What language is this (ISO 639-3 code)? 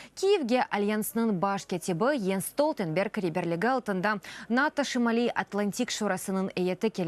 crh